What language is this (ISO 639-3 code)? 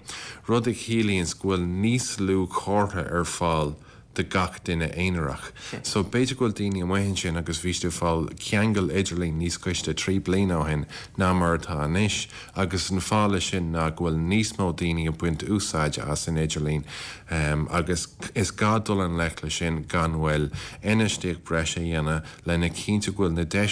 gle